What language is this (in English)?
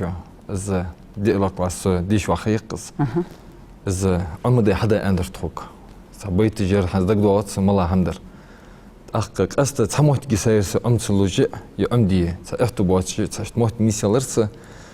Ingush